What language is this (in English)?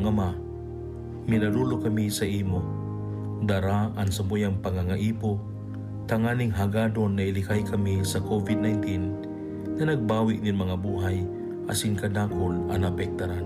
Bikol